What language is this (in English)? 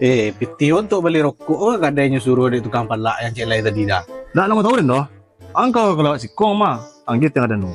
Minangkabau